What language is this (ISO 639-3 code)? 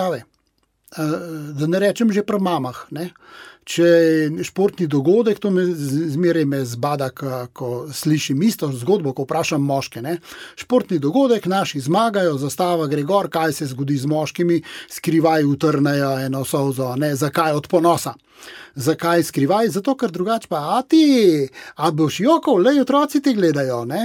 slv